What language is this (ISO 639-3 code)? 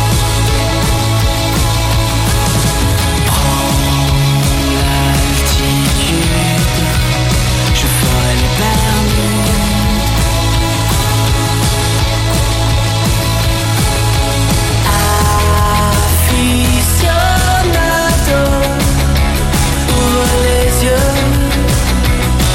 fra